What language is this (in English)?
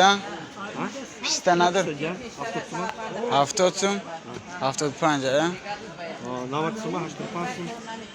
Tajik